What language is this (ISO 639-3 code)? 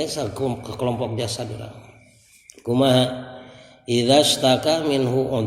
sun